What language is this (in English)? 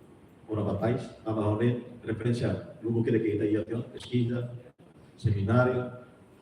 Tetum